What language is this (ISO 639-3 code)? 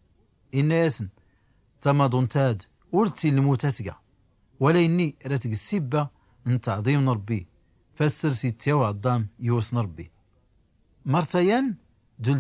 shi